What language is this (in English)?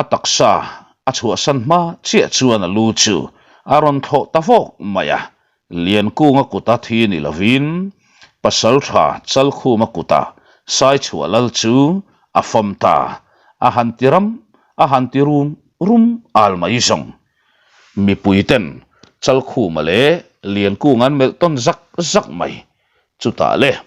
Mizo